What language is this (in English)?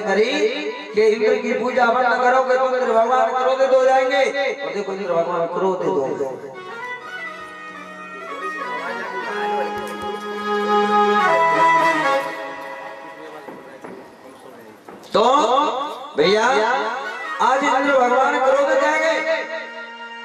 Hindi